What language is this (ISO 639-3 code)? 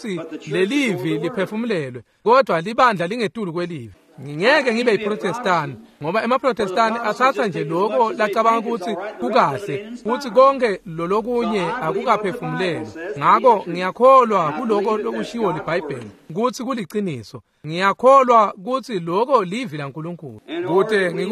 ssw